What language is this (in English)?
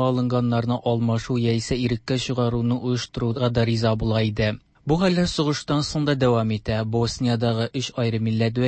Tatar